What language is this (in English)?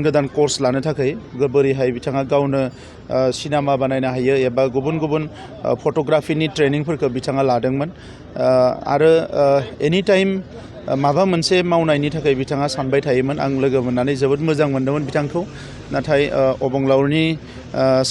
Bodo